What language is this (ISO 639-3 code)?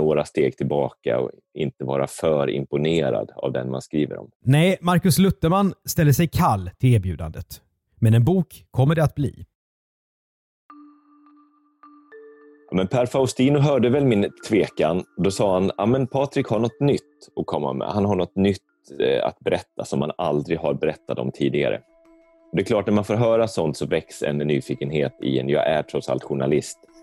swe